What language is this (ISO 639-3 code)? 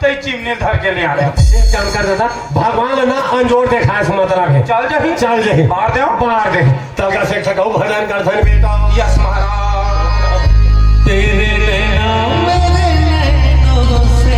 hne